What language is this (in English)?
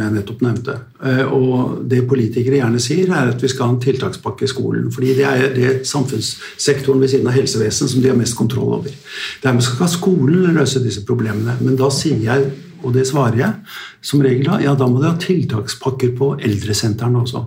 Norwegian